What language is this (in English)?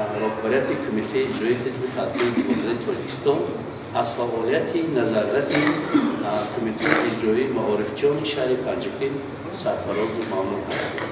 Tajik